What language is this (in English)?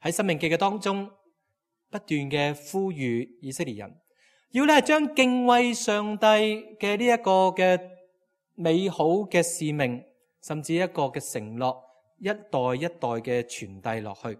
Cantonese